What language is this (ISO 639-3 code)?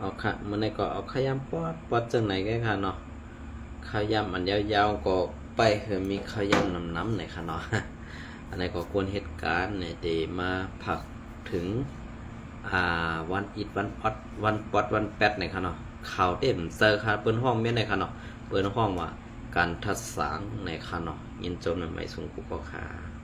shn